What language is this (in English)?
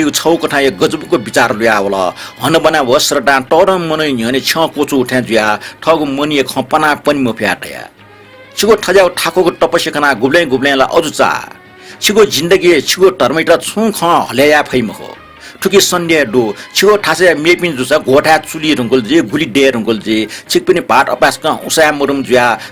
Newari